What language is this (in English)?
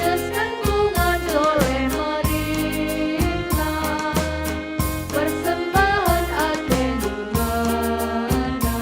Batak Karo